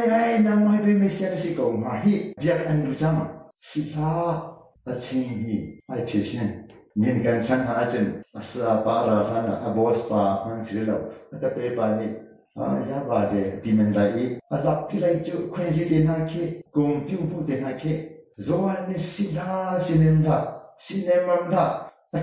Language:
Hakha Chin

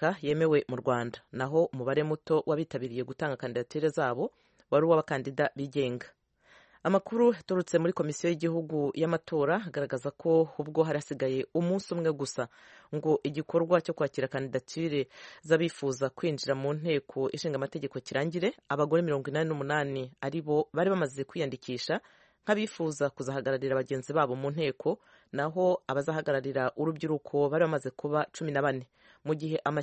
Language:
Kinyarwanda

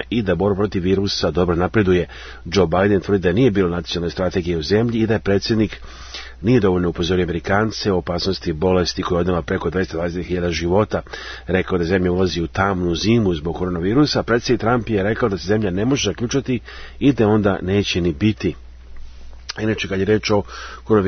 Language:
Serbian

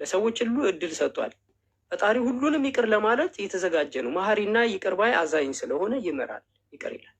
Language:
Amharic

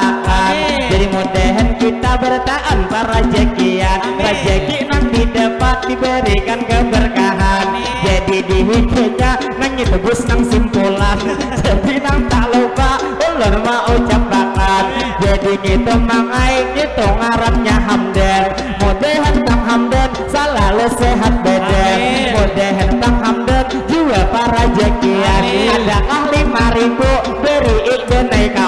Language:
Banjar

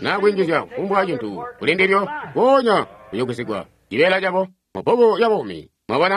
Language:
Tonga (Zambia)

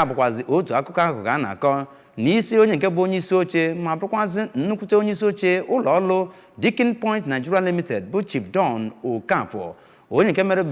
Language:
Igbo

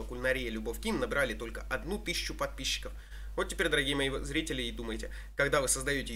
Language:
Russian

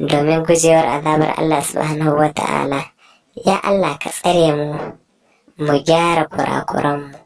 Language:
Hausa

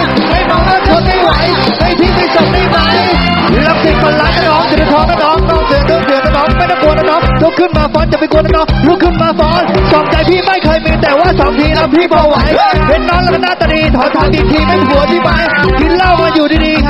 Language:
Thai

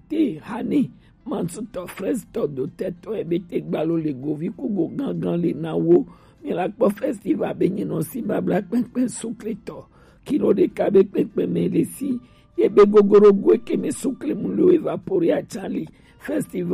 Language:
Gen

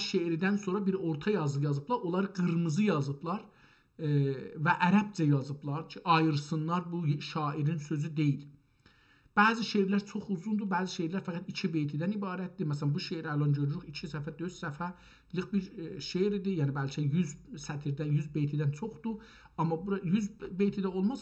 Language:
South Azerbaijani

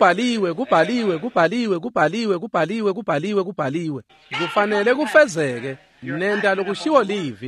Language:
Swati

